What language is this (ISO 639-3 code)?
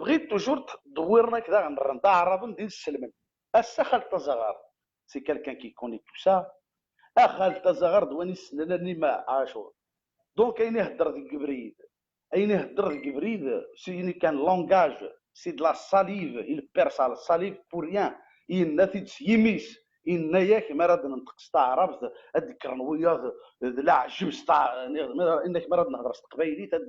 kab